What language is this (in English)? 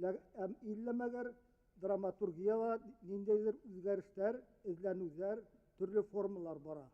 Bashkir